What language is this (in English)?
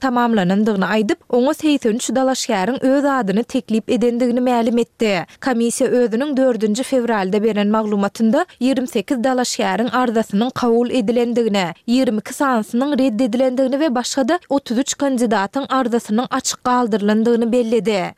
Turkmen